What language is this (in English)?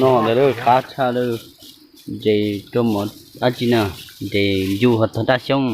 Hmong